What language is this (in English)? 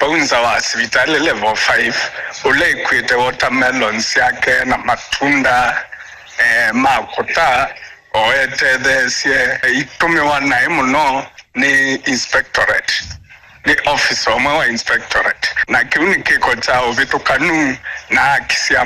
Kamba